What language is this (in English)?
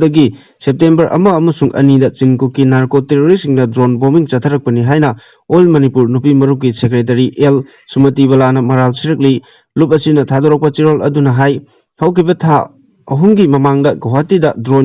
Manipuri